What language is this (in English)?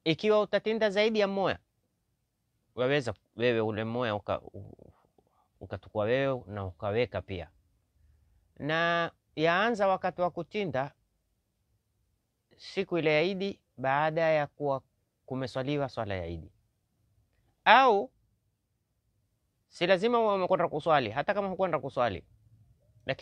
Swahili